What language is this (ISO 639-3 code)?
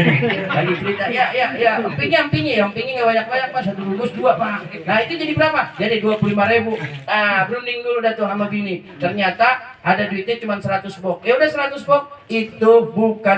bew